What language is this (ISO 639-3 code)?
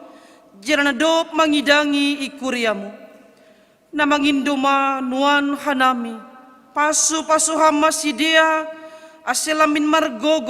bts